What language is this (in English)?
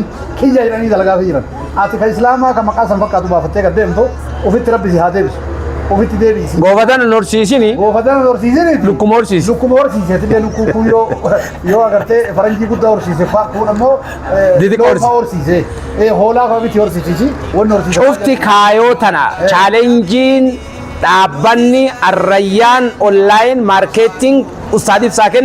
Oromo